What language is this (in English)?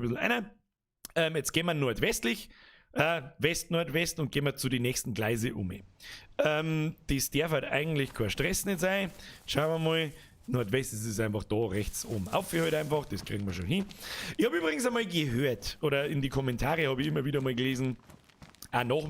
Bavarian